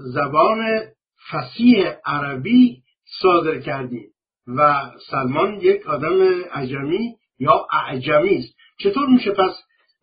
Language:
Persian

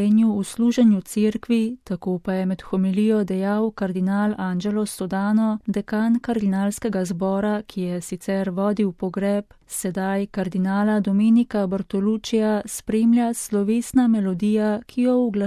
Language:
Slovenian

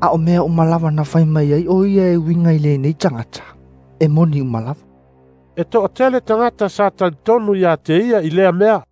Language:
Samoan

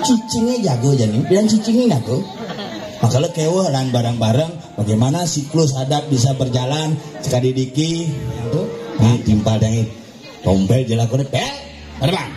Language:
Balinese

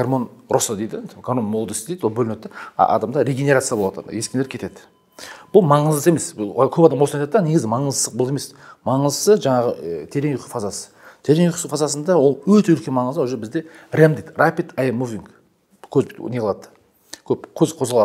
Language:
Kazakh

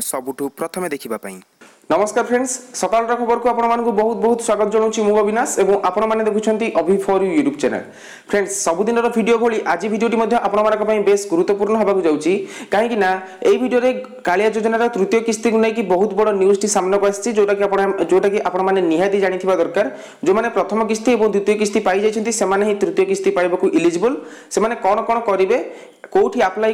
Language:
Odia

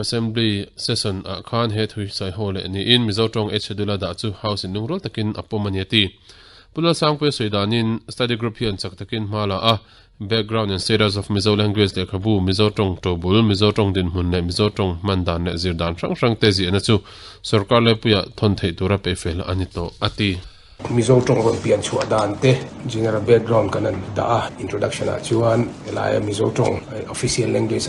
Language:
Mizo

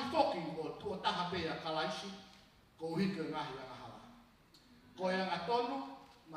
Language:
Tongan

